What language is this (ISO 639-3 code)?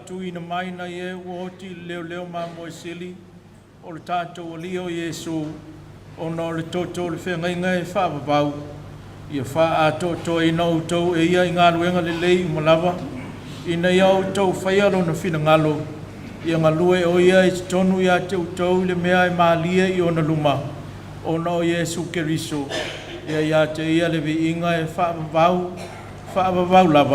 smo